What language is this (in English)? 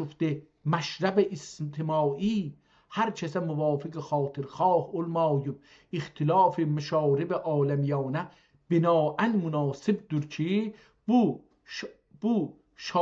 South Azerbaijani